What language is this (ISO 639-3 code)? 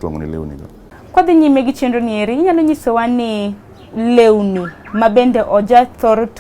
luo